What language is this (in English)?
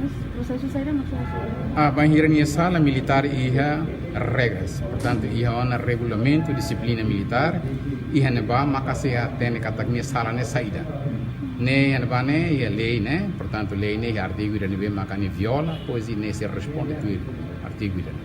Tetum